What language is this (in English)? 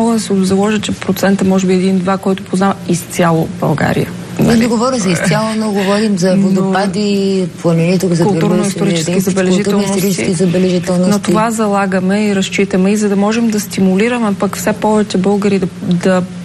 Bulgarian